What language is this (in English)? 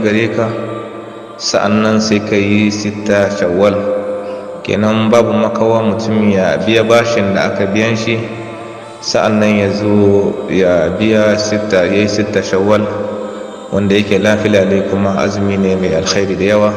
Hausa